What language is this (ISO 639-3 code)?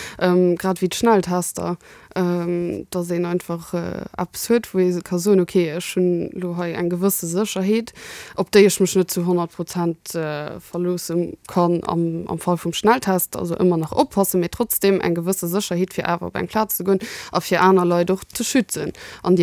ltz